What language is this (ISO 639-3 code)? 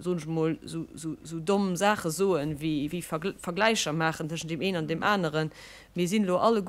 ltz